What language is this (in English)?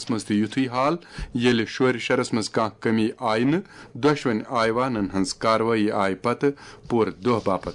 Kashmiri